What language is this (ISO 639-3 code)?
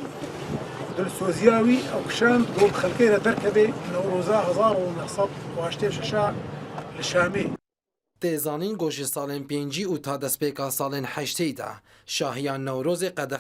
kur